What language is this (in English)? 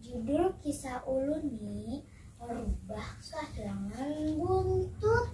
Banjar